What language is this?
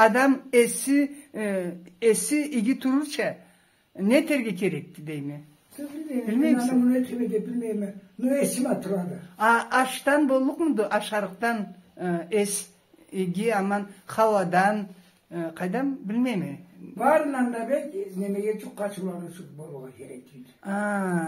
Karachay-Balkar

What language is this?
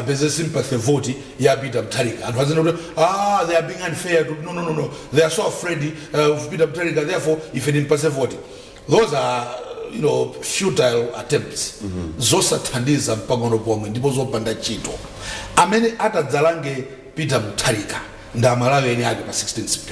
Nyanja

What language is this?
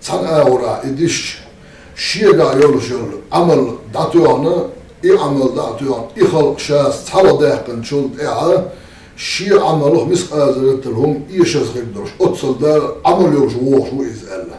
Chechen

